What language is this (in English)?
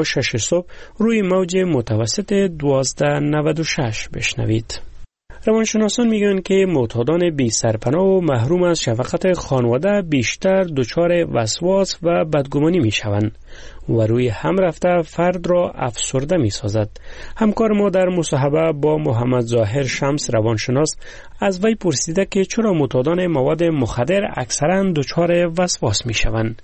Persian